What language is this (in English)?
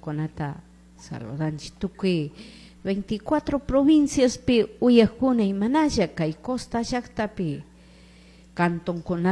Chimborazo Highland Quichua